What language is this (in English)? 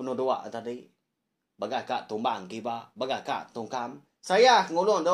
Iban